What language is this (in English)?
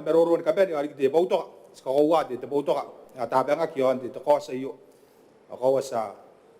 Gilbertese